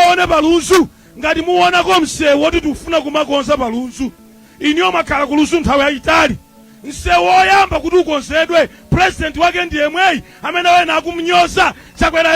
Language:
Nyanja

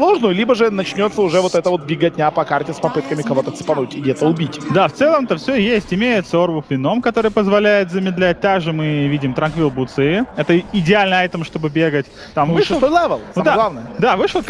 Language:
Russian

